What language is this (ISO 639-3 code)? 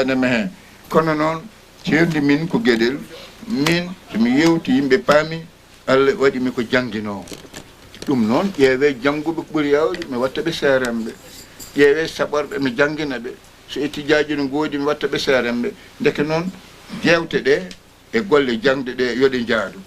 ful